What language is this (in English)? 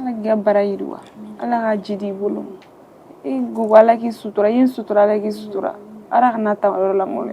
Bambara